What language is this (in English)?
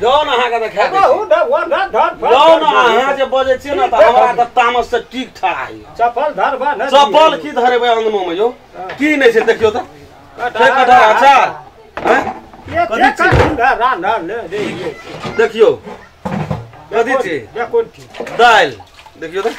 Maithili